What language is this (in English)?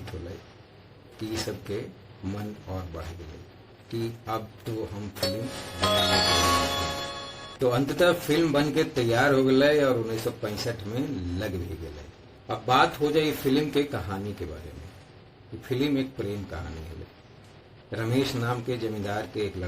Magahi